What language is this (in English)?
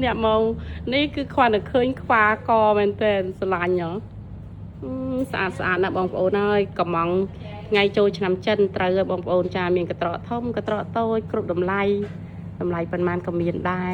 Khmer